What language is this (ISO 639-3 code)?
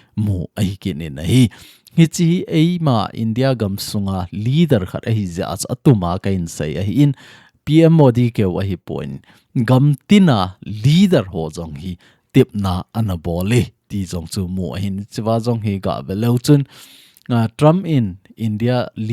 tcz